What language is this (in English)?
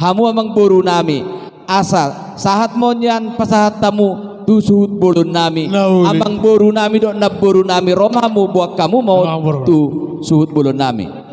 Batak Toba